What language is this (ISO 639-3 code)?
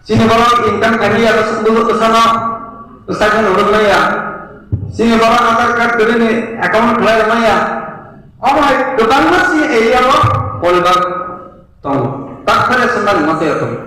trp